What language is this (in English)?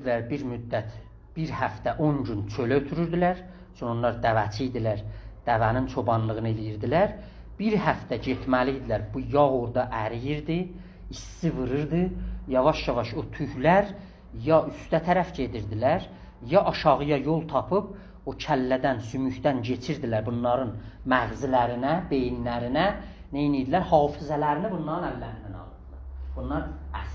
South Azerbaijani